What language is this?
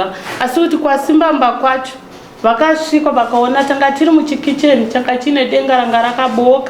Shona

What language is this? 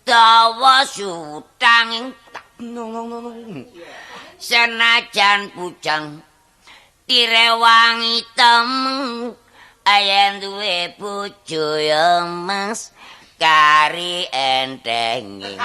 Javanese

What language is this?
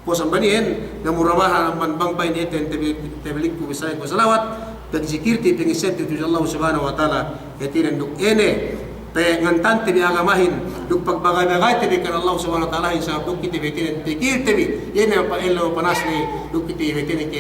Yakan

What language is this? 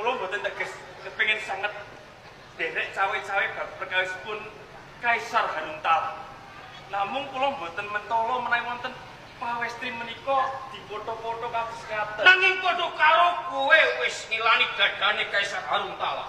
Javanese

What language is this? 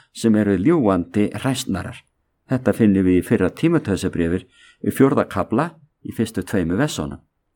Icelandic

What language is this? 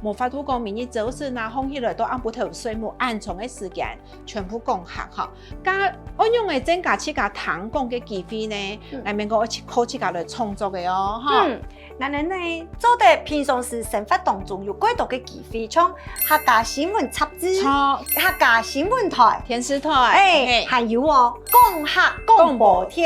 Hakka Chinese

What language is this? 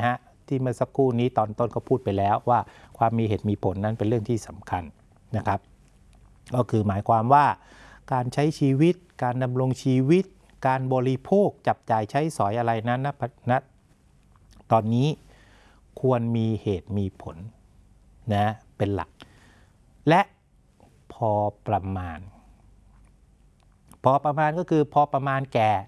Thai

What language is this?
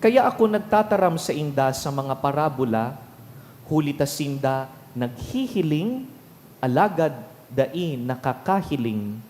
Bikol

